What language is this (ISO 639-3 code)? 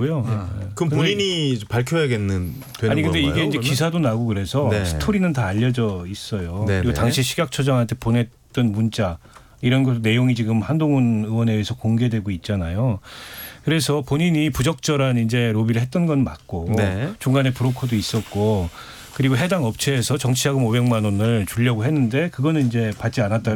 kor